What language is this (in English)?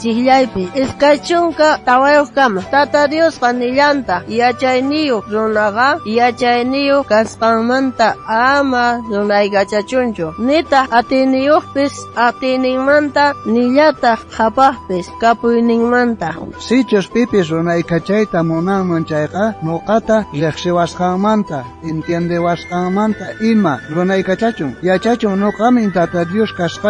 South Bolivian Quechua